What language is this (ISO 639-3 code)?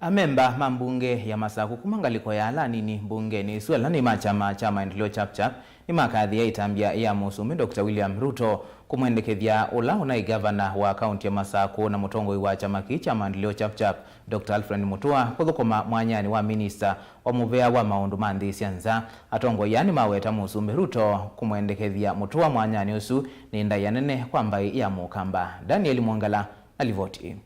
kam